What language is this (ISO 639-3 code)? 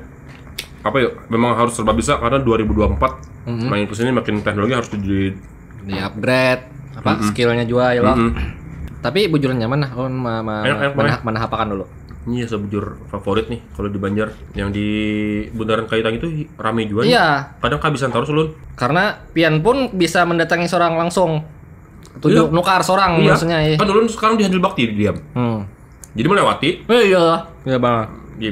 bjn